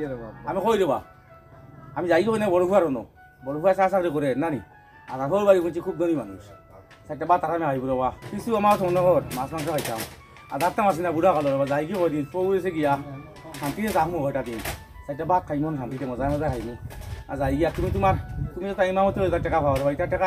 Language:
Sylheti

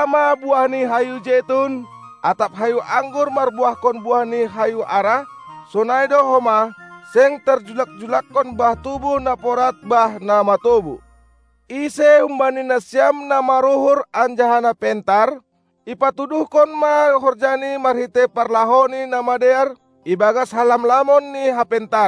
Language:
Batak Simalungun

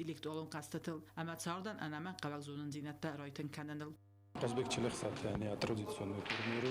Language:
Ossetic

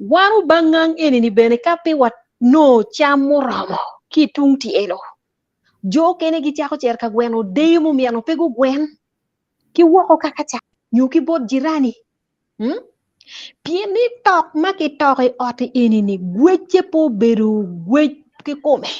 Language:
Acoli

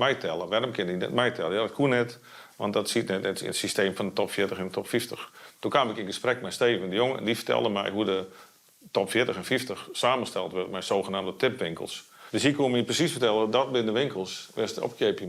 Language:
Western Frisian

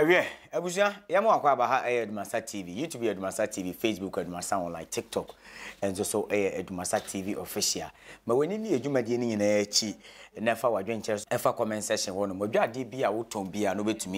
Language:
Akan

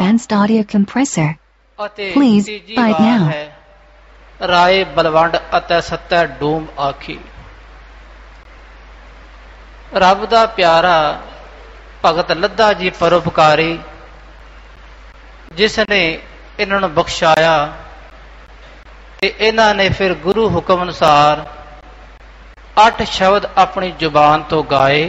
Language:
Punjabi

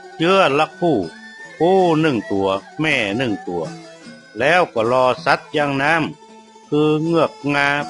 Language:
Northern Thai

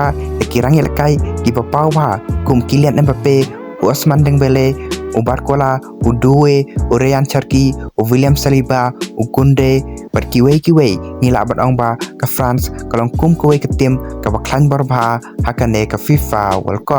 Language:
Khasi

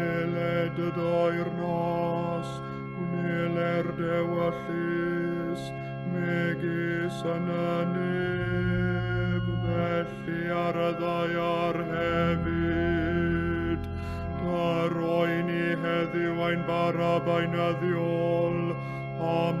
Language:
Welsh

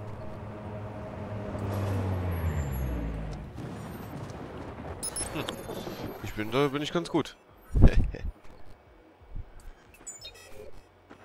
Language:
German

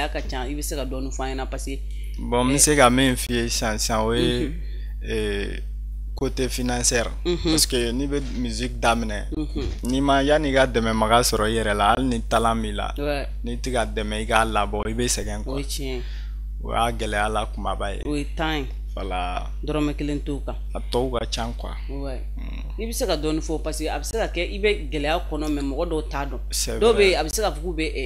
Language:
Bambara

